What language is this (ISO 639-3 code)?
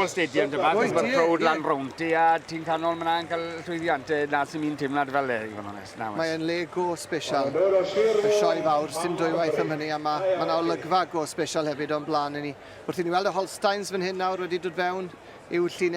cym